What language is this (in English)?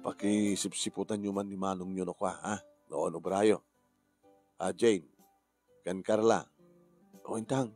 Iloko